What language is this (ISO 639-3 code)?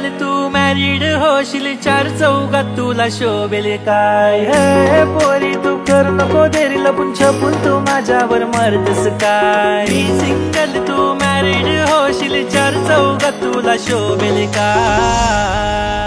mar